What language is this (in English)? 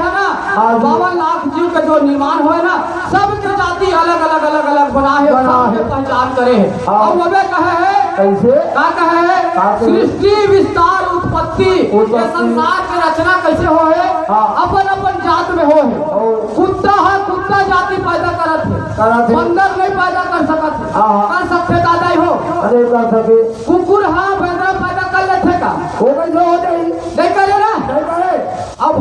Chhattisgarhi